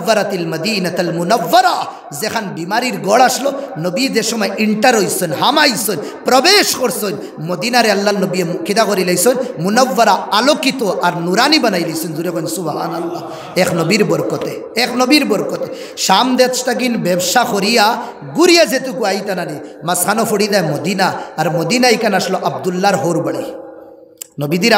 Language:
Sylheti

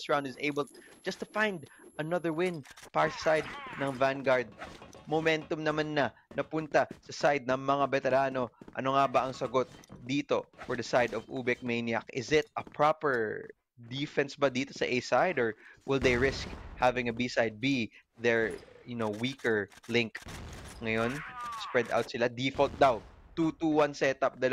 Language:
Filipino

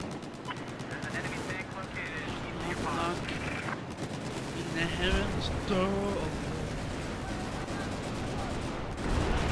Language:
Norwegian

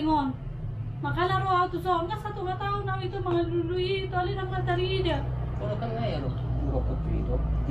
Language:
Batak Toba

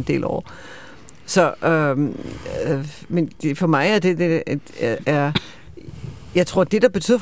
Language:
Danish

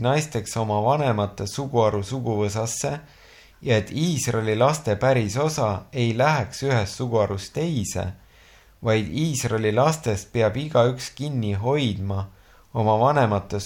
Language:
Estonian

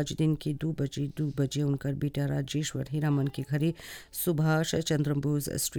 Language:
Bhojpuri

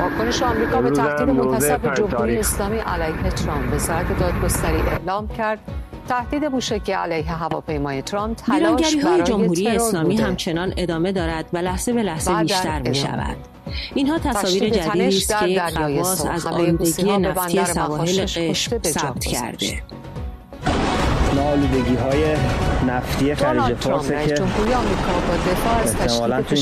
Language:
Persian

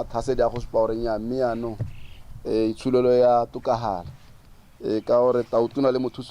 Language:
Tswana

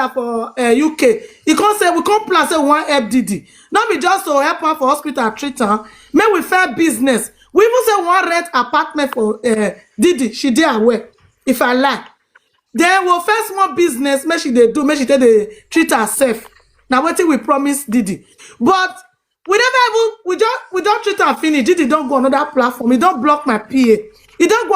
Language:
Nigerian Pidgin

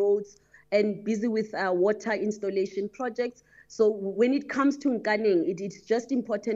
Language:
English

